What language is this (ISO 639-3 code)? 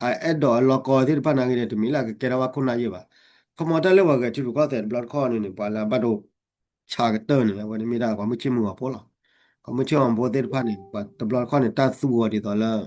ksw